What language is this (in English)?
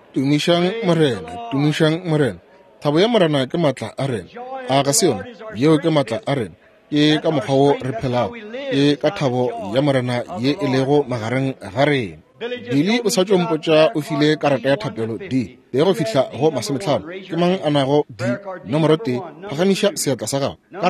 Northern Sotho